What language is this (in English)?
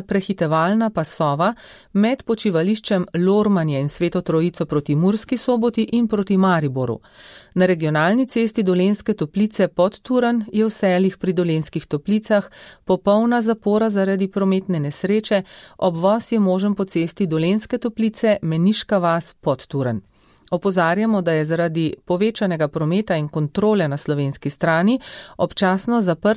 Slovenian